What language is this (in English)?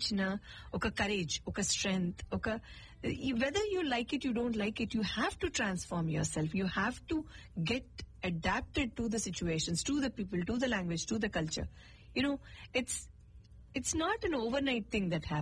Telugu